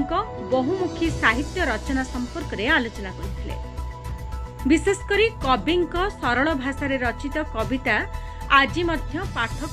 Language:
Odia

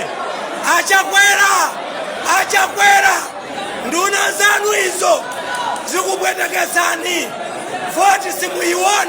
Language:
Nyanja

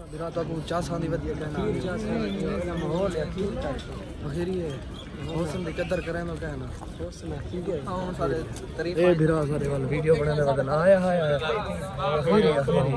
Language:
Saraiki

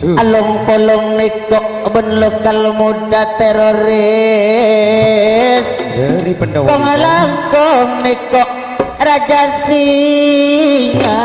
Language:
Madurese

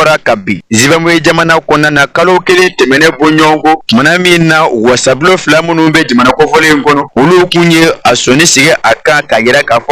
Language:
Bambara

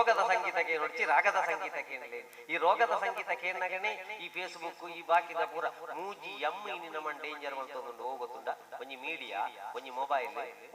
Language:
Tulu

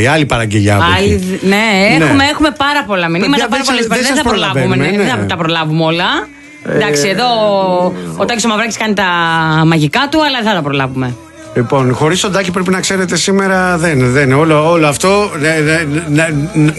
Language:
Greek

